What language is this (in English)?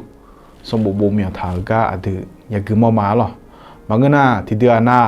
Akha